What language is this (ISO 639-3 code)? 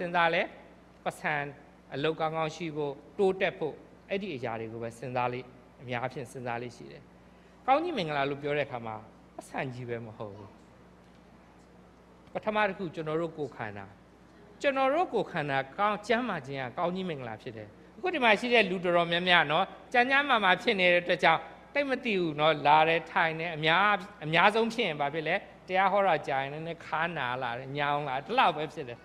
mya